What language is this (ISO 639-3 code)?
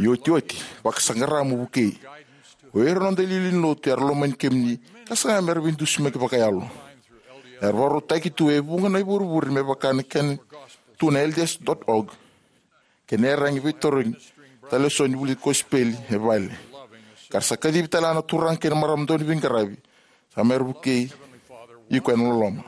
fij